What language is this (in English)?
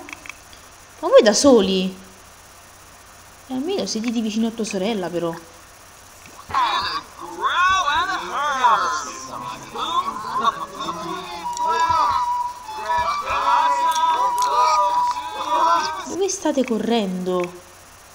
Italian